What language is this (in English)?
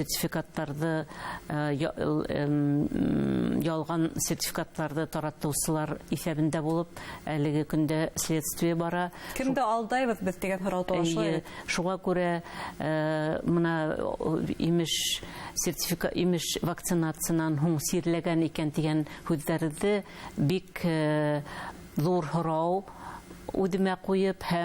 Bashkir